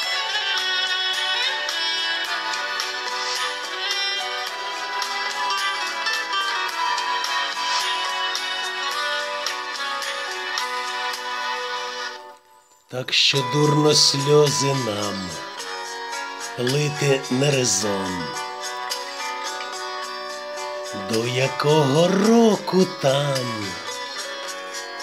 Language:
Ukrainian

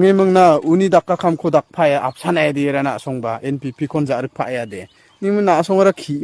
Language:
Garo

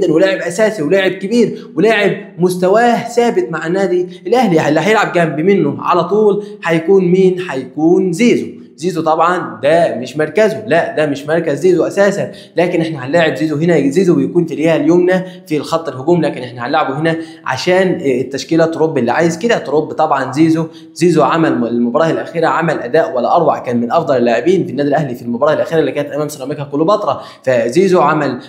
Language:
Egyptian Arabic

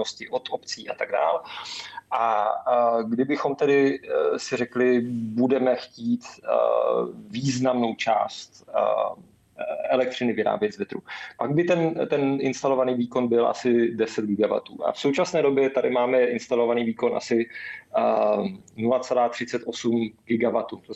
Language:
Czech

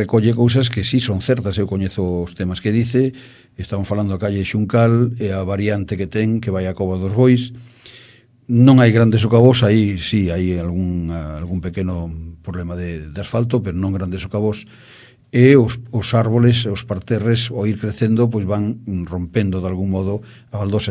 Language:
Galician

